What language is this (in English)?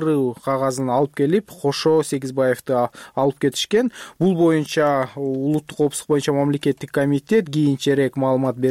Kyrgyz